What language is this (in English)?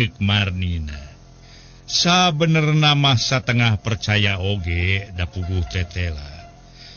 Sundanese